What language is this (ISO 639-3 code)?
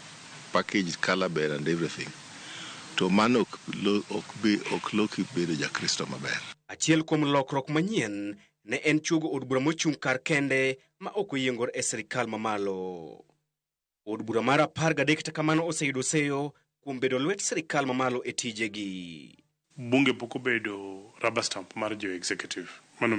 luo